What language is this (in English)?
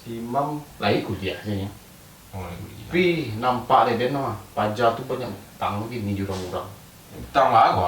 Minangkabau